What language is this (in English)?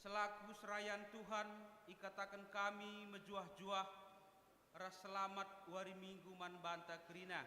Batak Karo